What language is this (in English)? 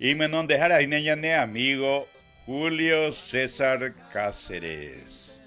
Guarani